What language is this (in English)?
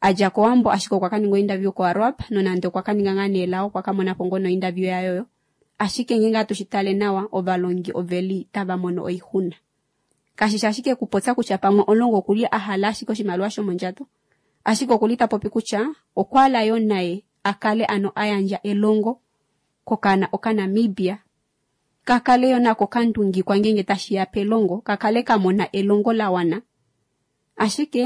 Kuanyama